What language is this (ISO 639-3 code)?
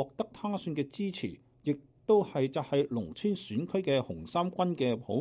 yue